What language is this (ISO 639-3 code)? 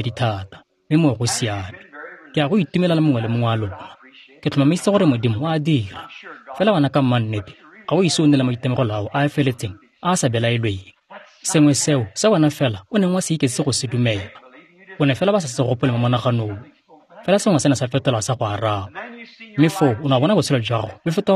tsn